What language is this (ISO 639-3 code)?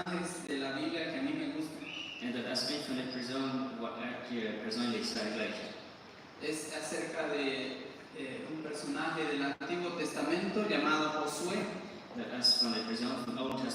pdt